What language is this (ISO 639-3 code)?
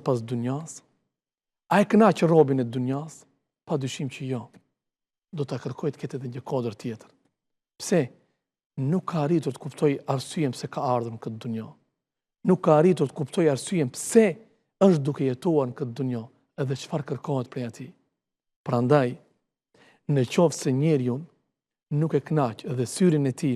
sqi